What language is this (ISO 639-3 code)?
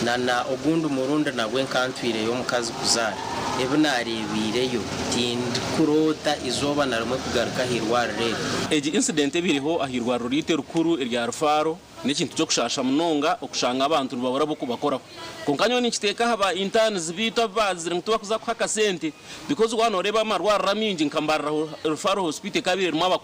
nyn